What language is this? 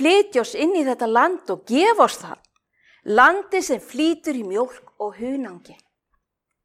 Icelandic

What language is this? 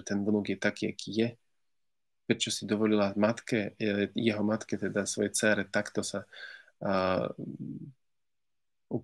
Slovak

